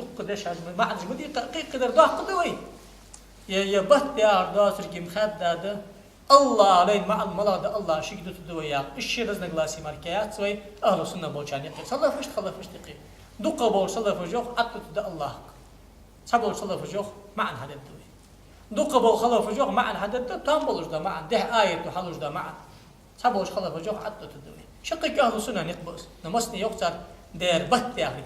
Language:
Ingush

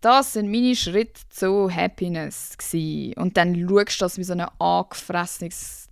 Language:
Swiss German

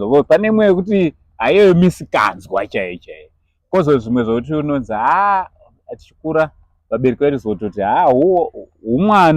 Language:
Shona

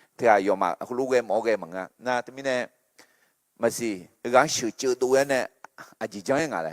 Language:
Akha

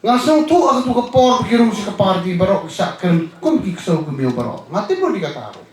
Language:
Khasi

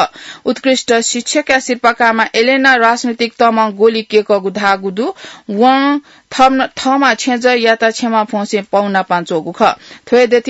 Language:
Newari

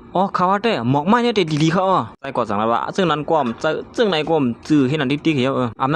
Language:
Shan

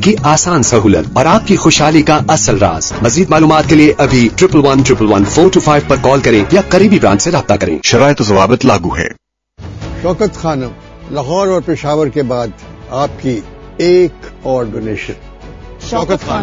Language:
Urdu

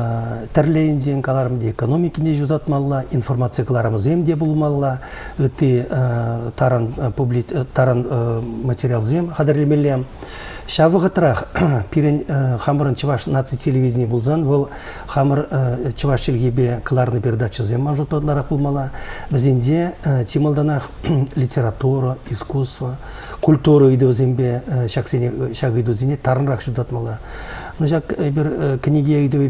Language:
Chuvash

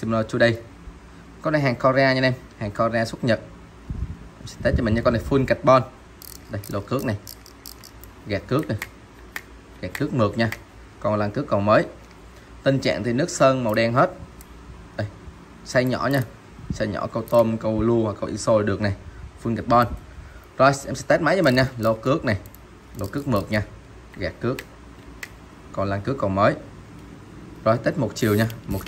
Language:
Vietnamese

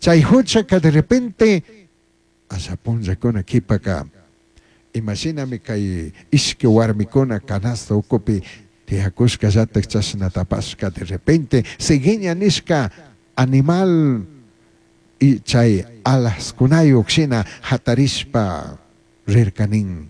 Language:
Chimborazo Highland Quichua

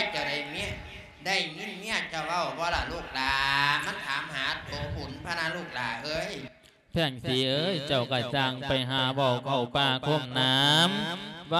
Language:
Lao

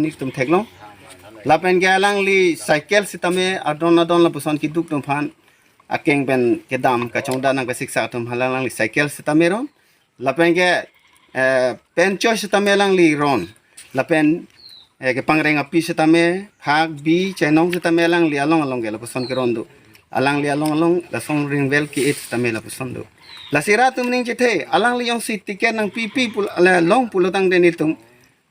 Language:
Karbi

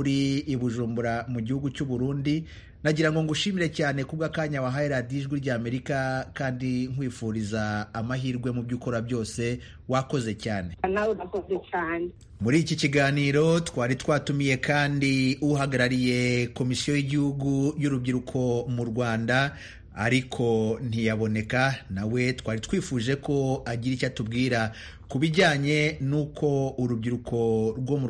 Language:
Kinyarwanda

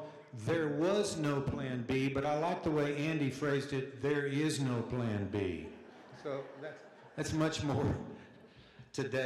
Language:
English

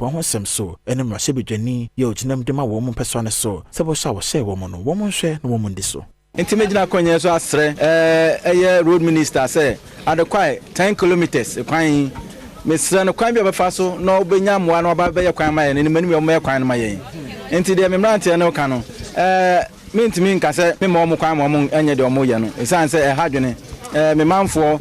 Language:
Akan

